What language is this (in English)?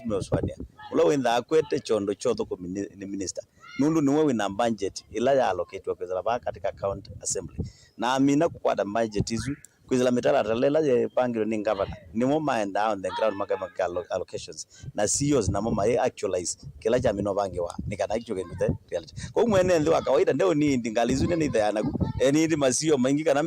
Kamba